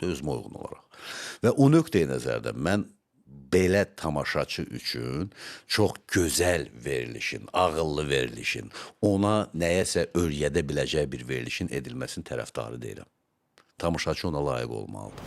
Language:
Azerbaijani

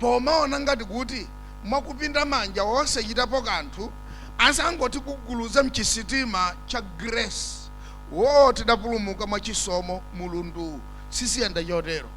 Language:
Nyanja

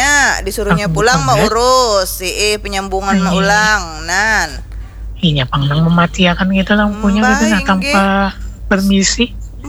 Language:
Banjar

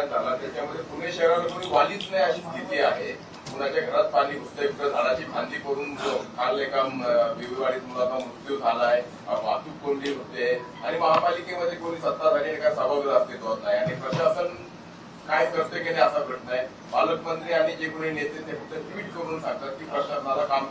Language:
Marathi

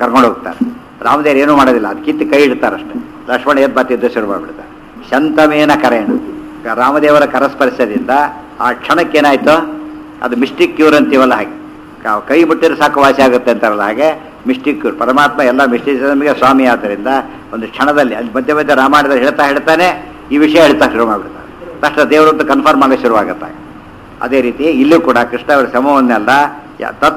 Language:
Kannada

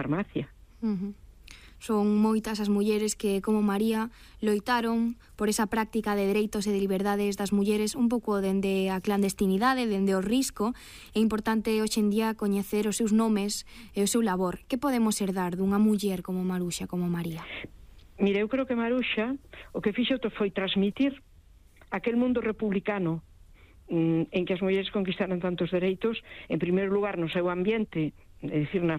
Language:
Galician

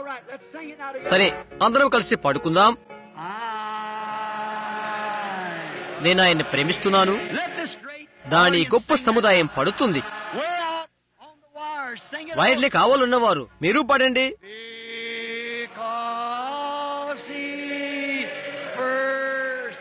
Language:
Telugu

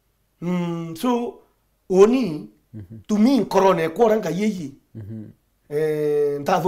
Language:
Meru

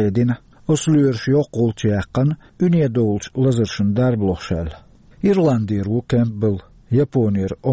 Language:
Chechen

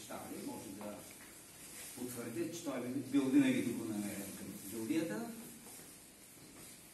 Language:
Bulgarian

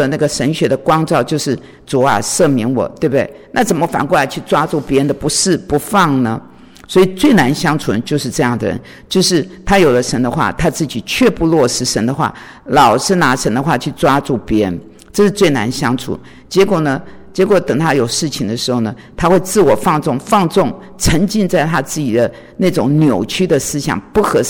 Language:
Chinese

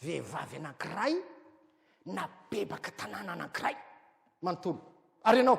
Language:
Malagasy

